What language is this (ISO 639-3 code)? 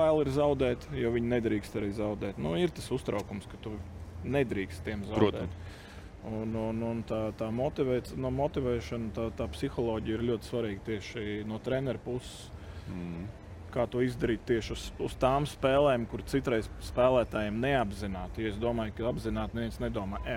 lav